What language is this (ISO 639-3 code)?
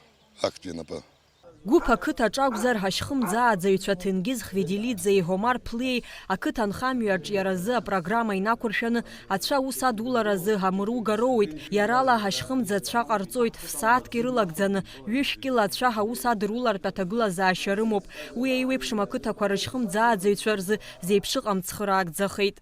abk